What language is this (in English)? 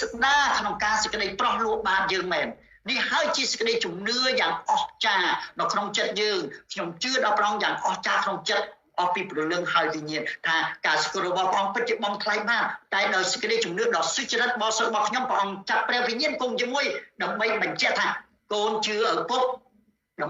Khmer